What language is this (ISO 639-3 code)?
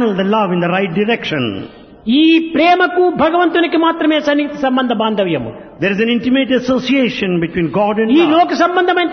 tel